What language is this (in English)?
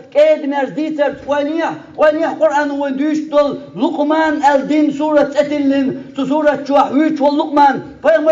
Chechen